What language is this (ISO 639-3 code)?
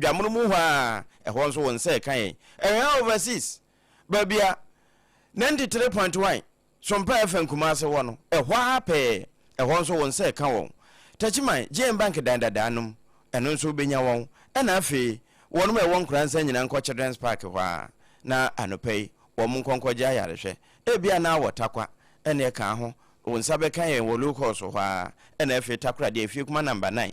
aka